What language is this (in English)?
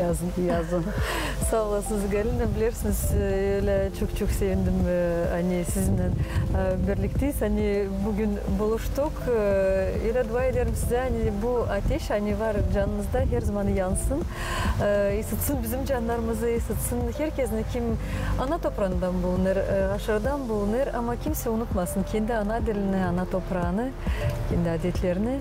Gagauz